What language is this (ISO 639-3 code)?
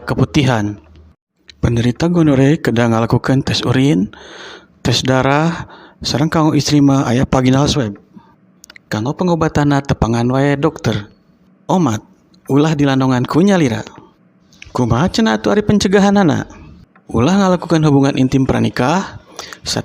sun